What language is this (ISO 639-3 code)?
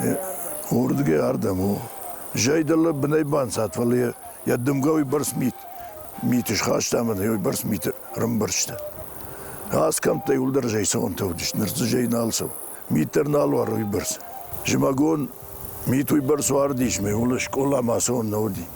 oss